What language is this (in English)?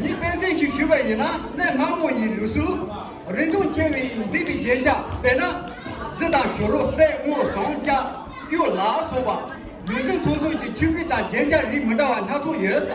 Tibetan